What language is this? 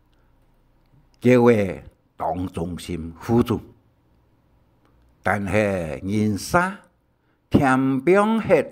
Hakka Chinese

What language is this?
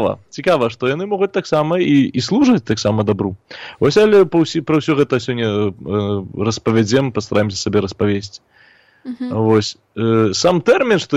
Belarusian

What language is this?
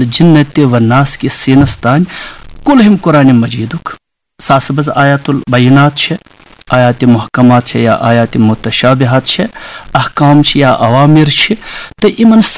Kashmiri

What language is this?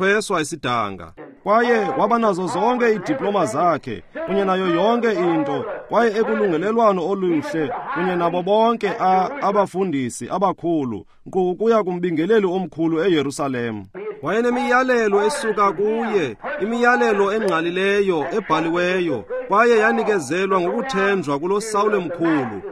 Xhosa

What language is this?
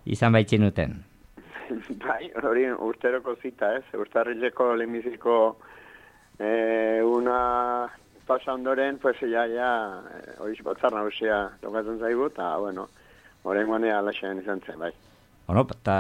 Basque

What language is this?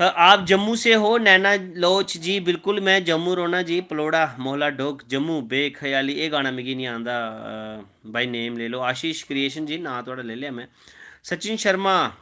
Dogri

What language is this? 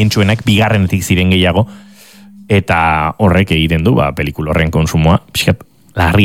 Basque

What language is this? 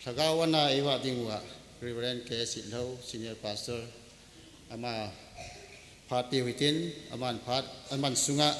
Thado Chin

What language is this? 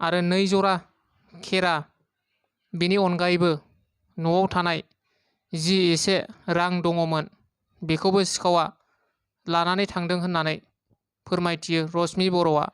Bodo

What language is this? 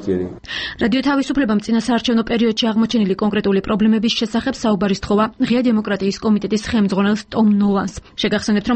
Georgian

